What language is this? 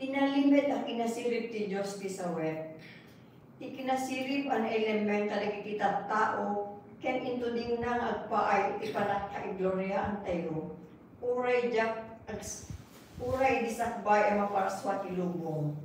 Iloko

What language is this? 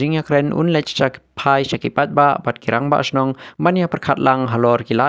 Khasi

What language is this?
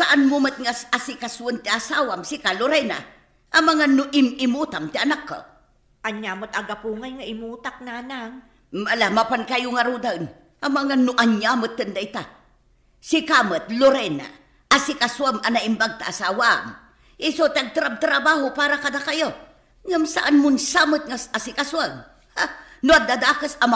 Iloko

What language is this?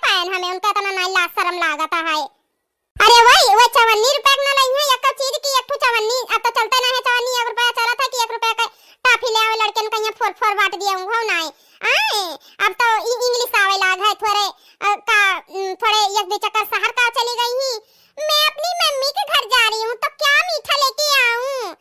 Awadhi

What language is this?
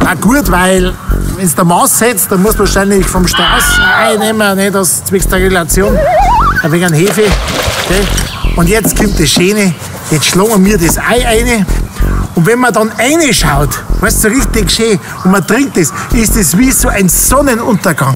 Bavarian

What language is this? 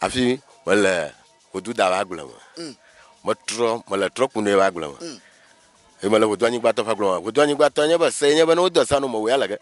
Ewe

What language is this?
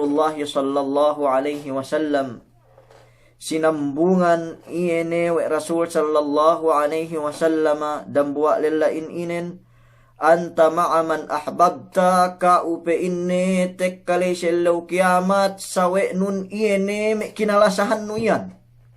Yakan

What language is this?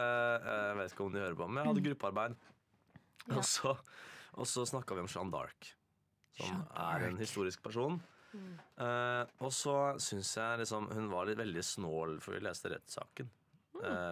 Norwegian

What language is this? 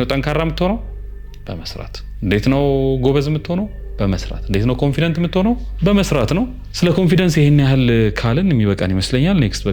Amharic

